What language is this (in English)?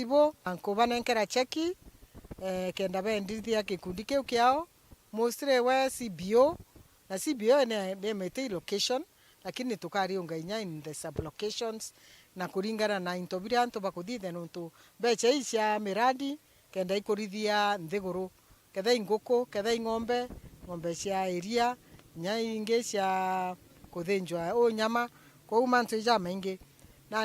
Meru